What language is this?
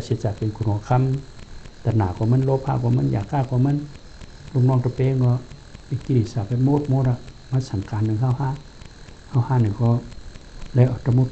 Shan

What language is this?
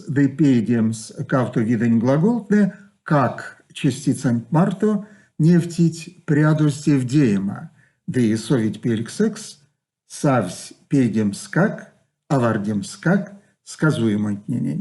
Erzya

